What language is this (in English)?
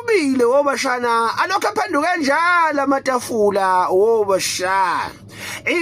Zulu